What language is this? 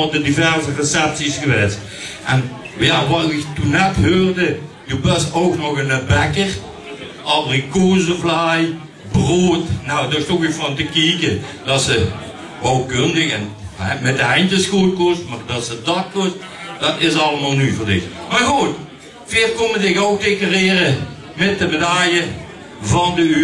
Limburgish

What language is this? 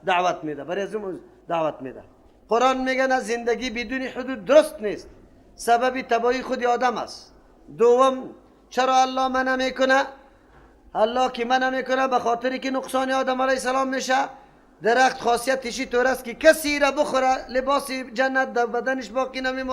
Persian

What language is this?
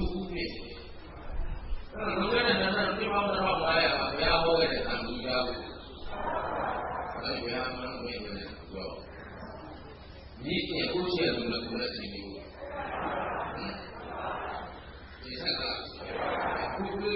Burmese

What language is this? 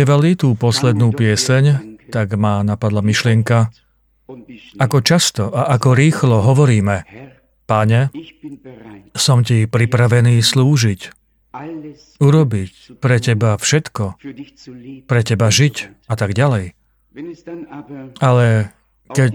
Slovak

